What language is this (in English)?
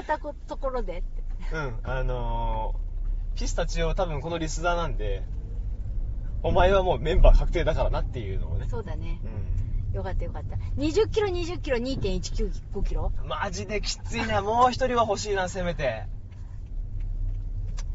Japanese